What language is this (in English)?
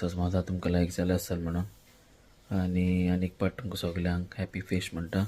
Konkani